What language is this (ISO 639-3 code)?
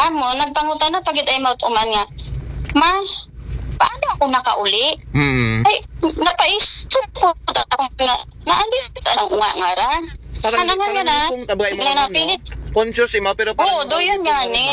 akl